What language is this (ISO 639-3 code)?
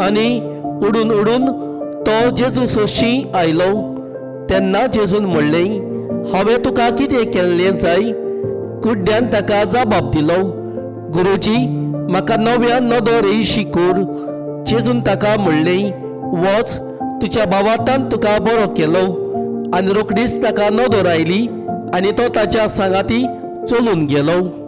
kok